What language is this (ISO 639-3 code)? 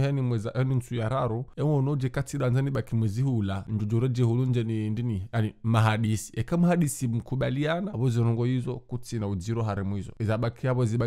zdj